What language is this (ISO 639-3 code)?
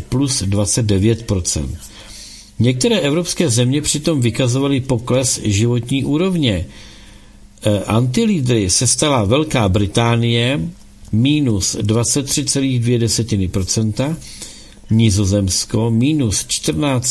ces